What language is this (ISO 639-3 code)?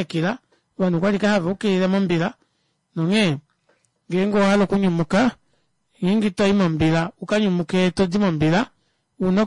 kua